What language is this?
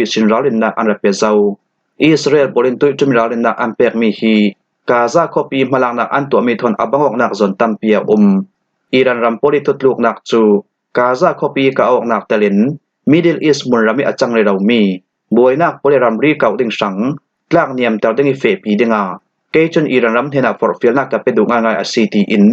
Falam Chin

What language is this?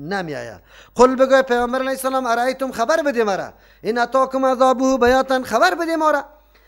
Persian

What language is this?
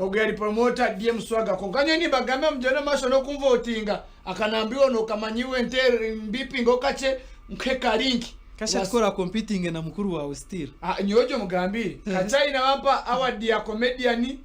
Nyankole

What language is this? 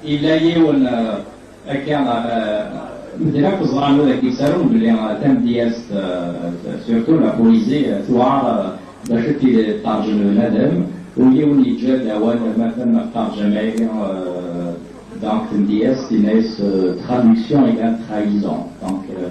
Kabyle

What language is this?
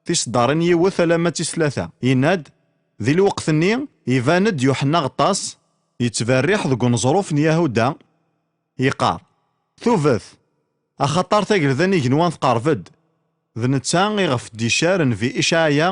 Kabyle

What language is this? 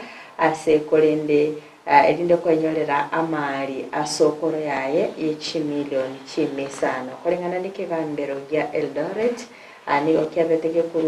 Gusii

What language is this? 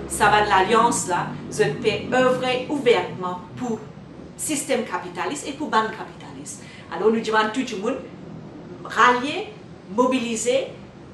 Morisyen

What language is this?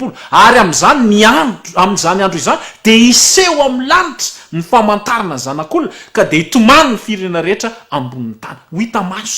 Malagasy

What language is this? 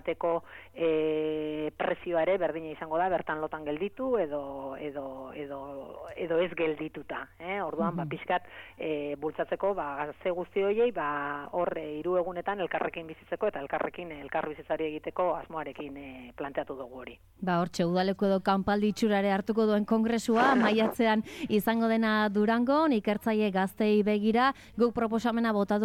Basque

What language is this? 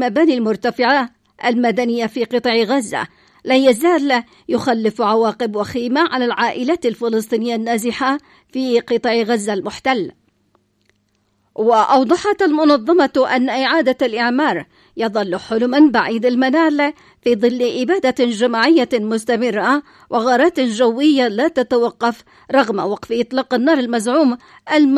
Arabic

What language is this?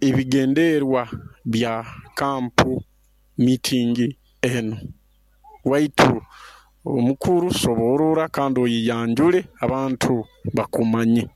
Nyoro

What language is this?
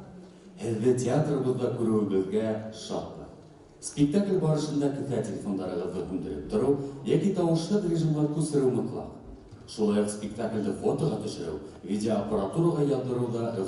Bashkir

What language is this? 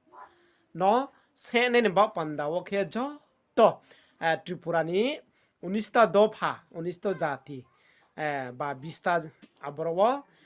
Riang (India)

